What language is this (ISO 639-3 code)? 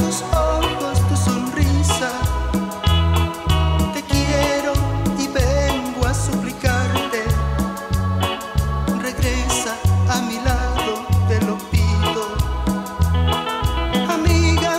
spa